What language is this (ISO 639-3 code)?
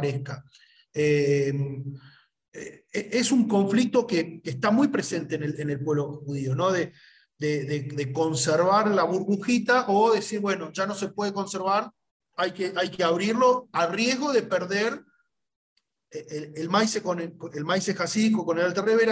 spa